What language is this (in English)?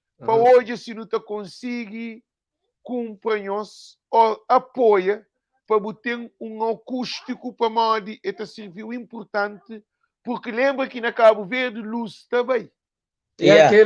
Kabuverdianu